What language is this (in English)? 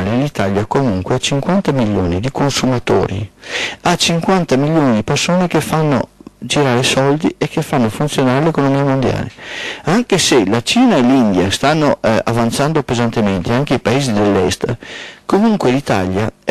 Italian